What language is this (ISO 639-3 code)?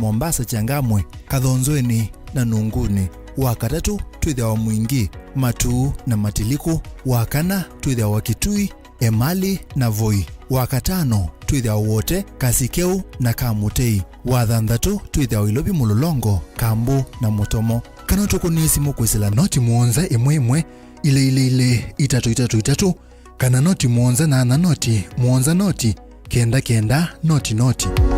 kam